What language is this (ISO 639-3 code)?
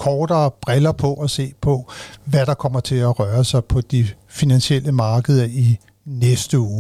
dan